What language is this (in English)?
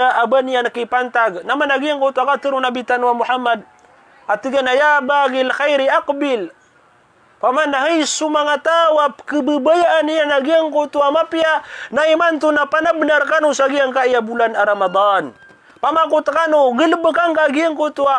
Maranao